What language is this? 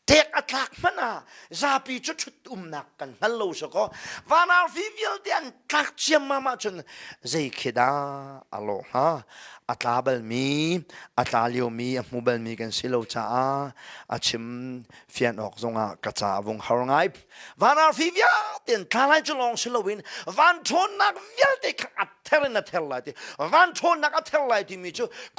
Hakha Chin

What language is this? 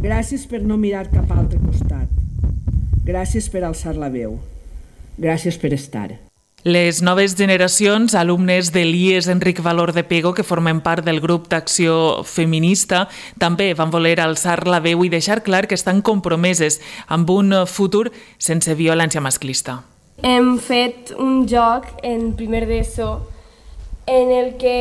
Catalan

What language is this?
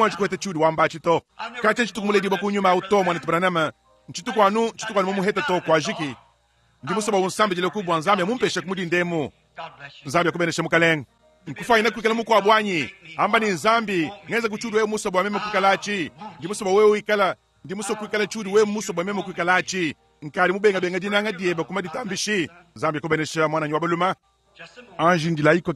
Luba-Lulua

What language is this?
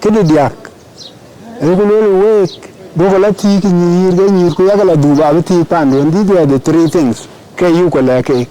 Dinka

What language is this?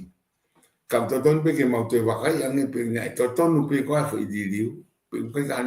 Tongan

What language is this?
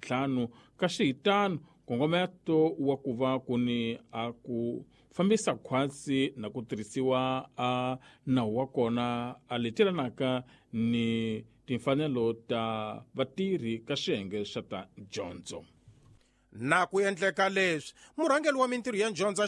Tsonga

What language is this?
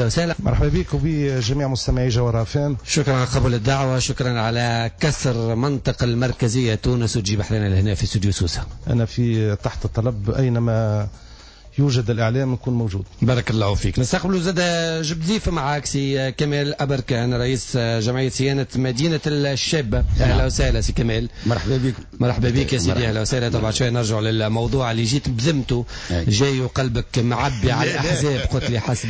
Tunisian Arabic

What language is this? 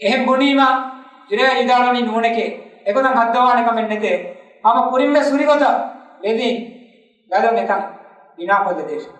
Divehi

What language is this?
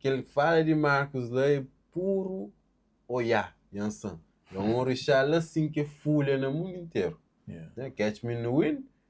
Kabuverdianu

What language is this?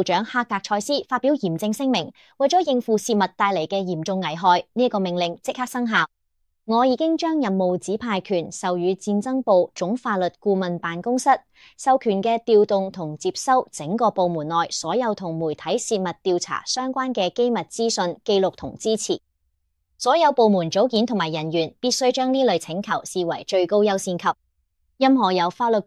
Cantonese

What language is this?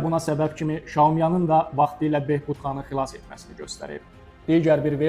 Azerbaijani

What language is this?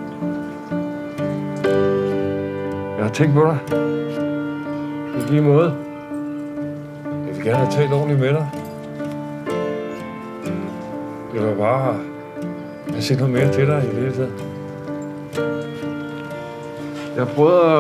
Danish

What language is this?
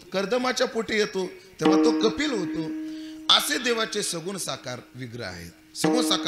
Marathi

